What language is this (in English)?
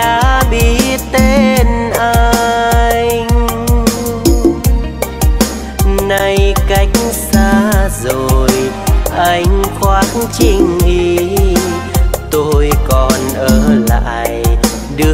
Vietnamese